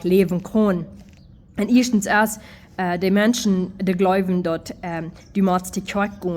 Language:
Plautdietsch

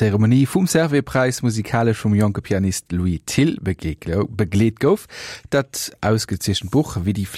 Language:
Luxembourgish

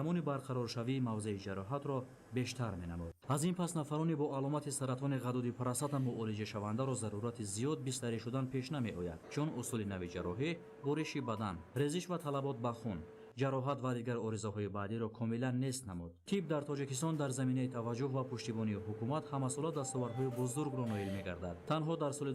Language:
Tajik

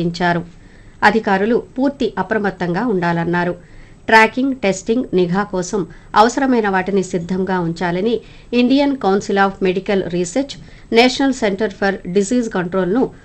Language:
Telugu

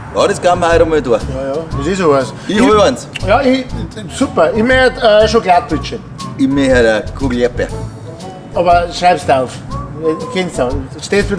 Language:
Bavarian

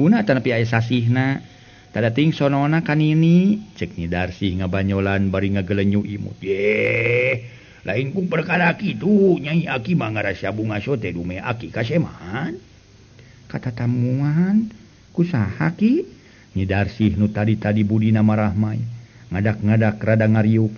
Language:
Sundanese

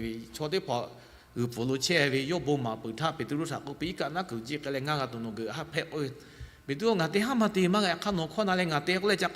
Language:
Lahu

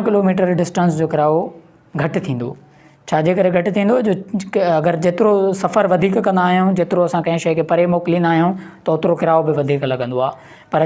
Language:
Sindhi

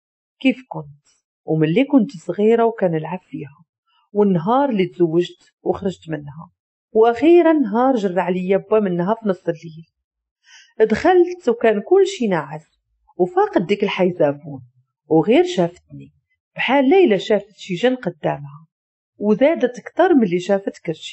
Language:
Moroccan Arabic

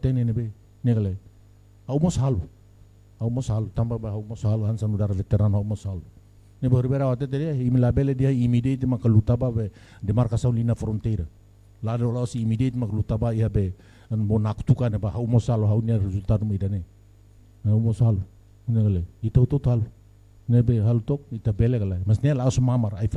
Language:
Tetum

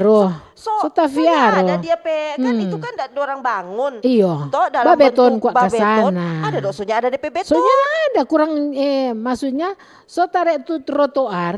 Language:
Manado Malay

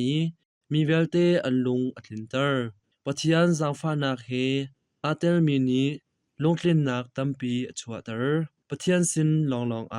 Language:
Hakha Chin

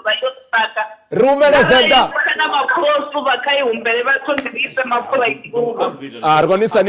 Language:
Venda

